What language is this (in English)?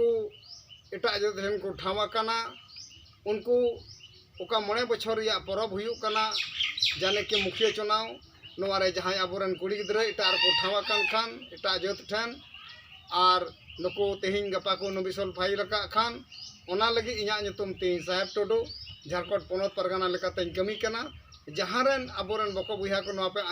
Santali